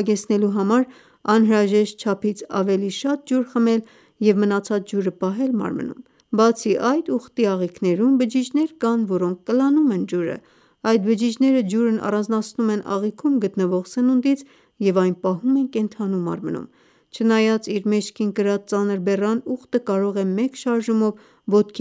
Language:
Armenian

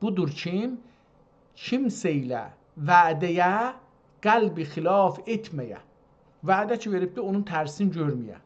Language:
South Azerbaijani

